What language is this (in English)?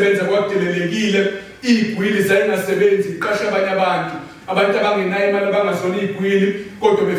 Zulu